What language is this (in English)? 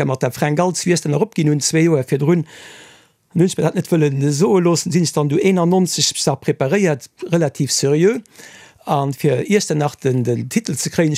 Luxembourgish